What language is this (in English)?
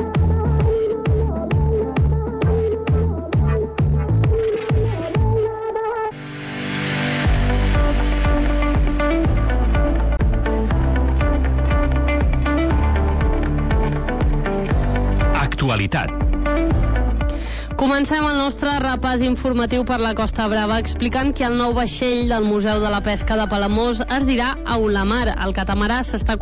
Catalan